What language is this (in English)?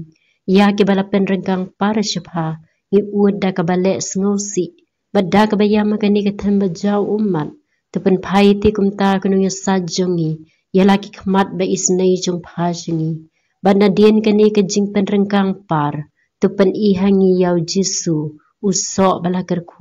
Khasi